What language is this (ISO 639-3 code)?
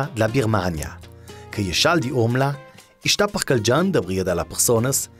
lld